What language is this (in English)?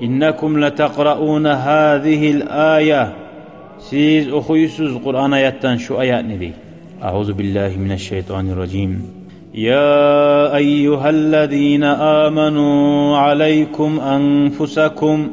Kumyk